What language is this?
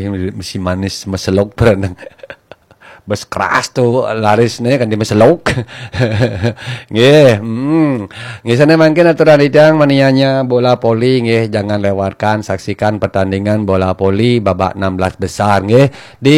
Balinese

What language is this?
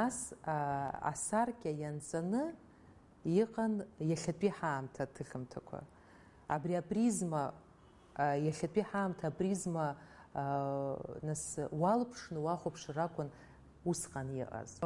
Abkhazian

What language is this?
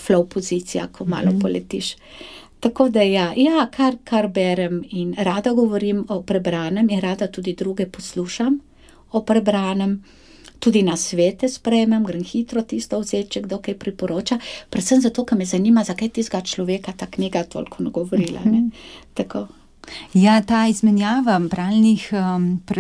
Slovenian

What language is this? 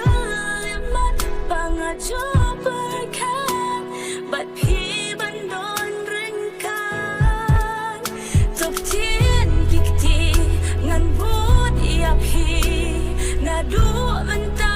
Khasi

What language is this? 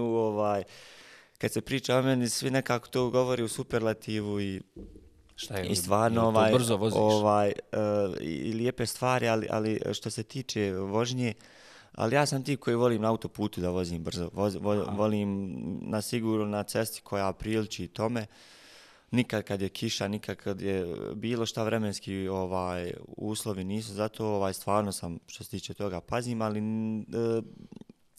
Bosnian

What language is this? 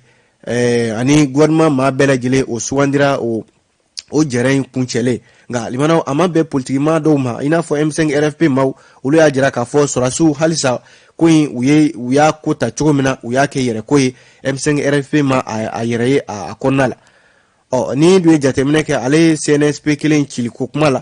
Bambara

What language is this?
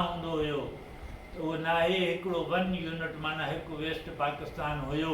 Sindhi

